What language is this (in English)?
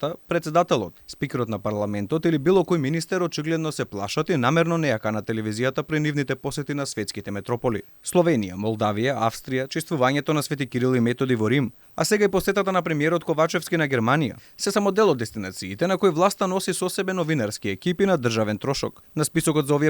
Macedonian